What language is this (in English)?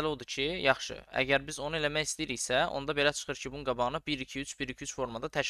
Azerbaijani